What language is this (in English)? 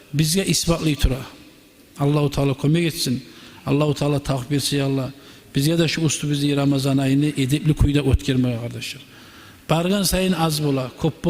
Kumyk